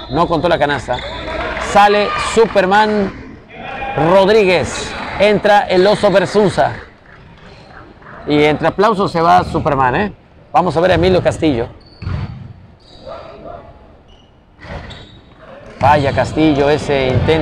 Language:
Spanish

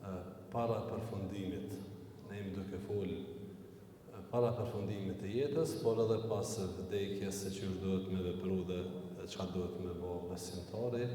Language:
Albanian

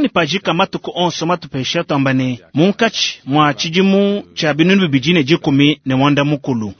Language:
Luba-Lulua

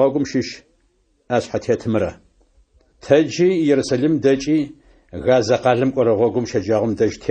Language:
Adyghe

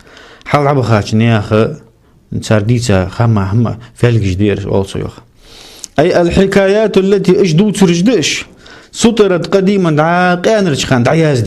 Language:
Ingush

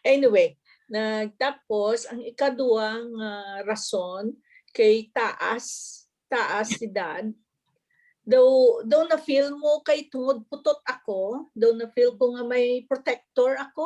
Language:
Hiligaynon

